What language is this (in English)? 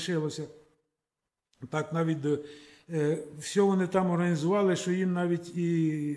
Ukrainian